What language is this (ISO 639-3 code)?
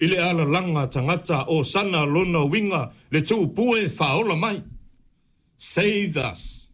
smo